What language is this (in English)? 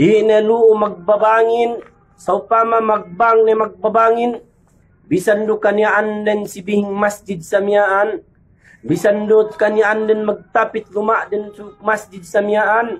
Yakan